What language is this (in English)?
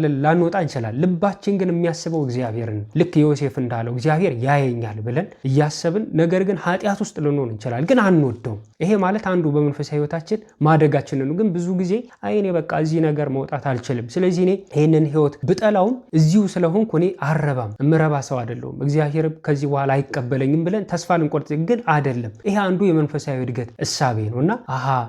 Amharic